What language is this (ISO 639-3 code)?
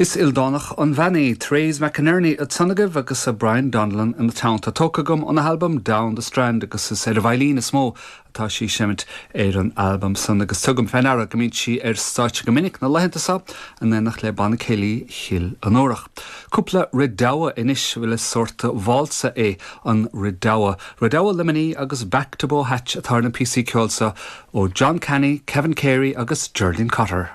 gle